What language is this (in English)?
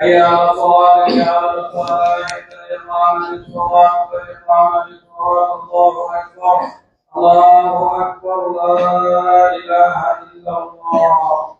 Pular